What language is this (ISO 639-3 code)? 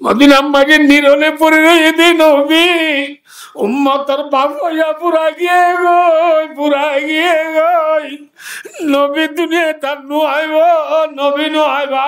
rhg